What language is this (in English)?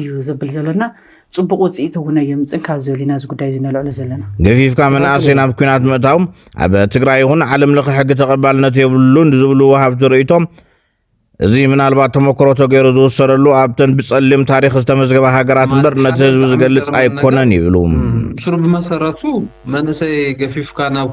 Tigrinya